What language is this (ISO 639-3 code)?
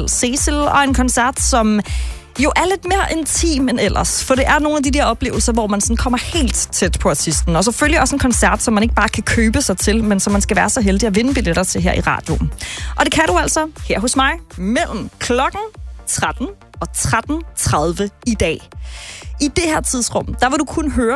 dan